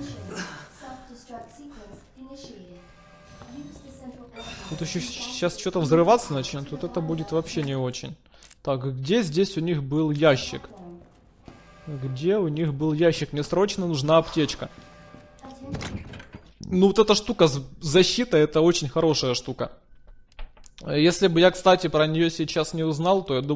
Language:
Russian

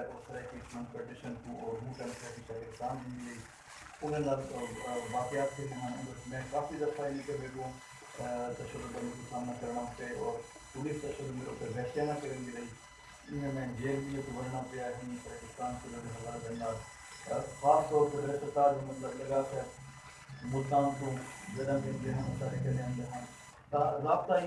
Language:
Saraiki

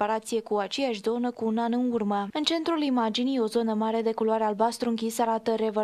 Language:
Romanian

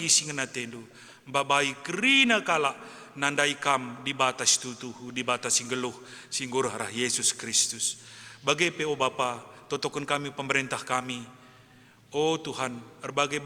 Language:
Batak Karo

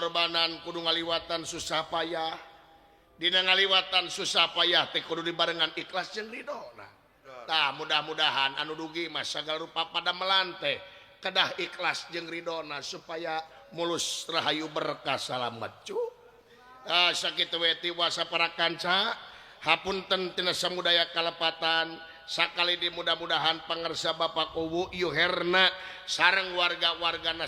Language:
Sundanese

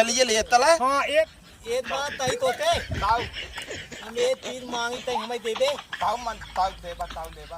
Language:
Awadhi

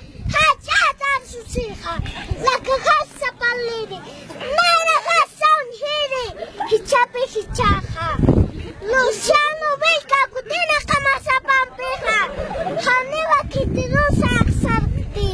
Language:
Aymara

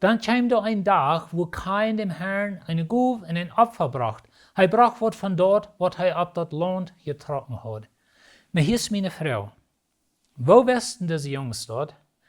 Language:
Plautdietsch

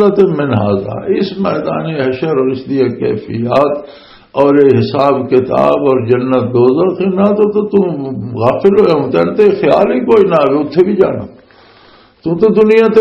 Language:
Western Panjabi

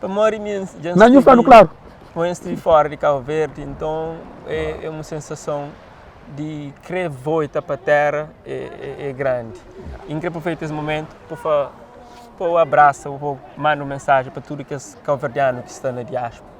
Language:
Kabuverdianu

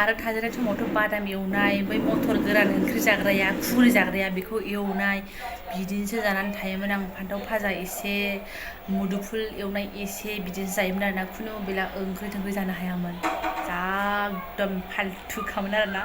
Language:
Bodo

